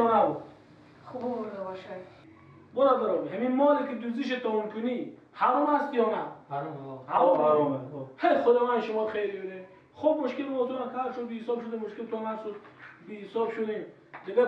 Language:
Persian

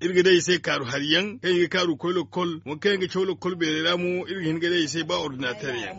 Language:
Zarma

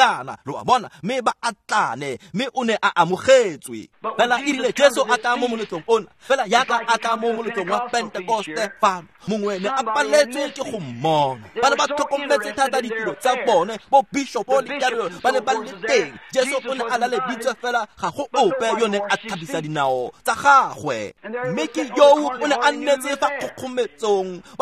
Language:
Tswana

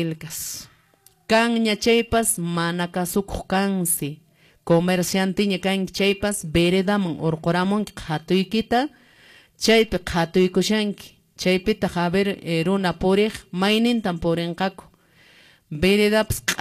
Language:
Quechua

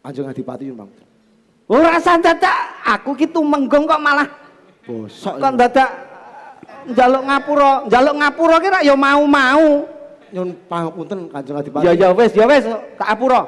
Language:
Javanese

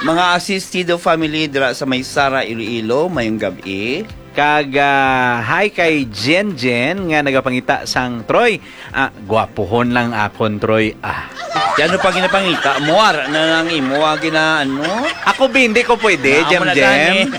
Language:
Hiligaynon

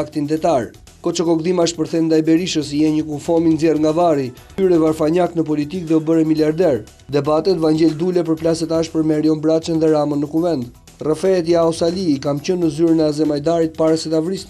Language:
Albanian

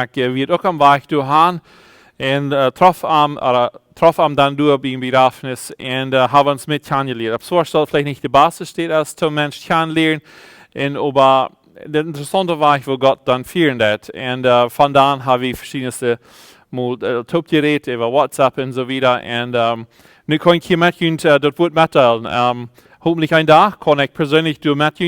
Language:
Plautdietsch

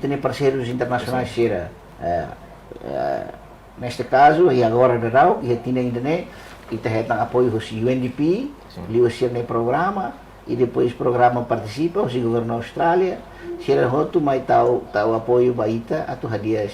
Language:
Tetum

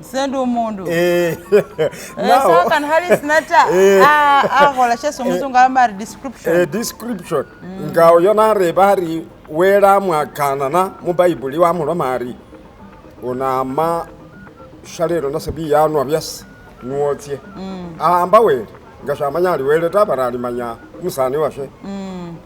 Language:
Masaaba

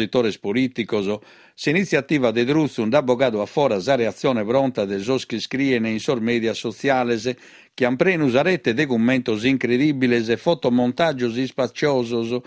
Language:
Sardinian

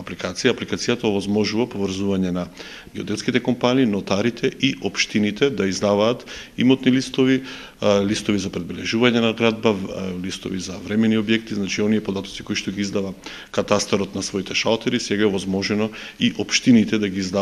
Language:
Macedonian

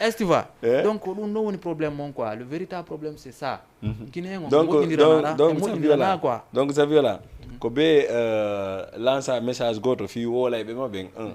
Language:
Fula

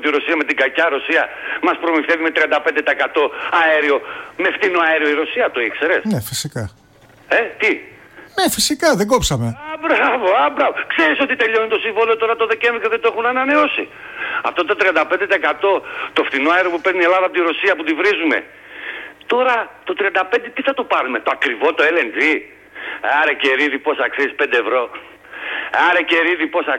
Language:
Greek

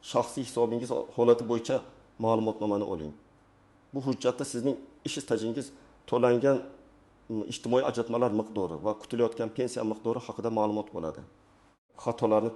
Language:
Uzbek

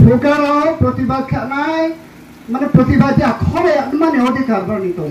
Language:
Riang (India)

